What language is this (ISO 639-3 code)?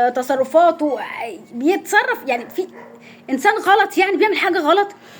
arz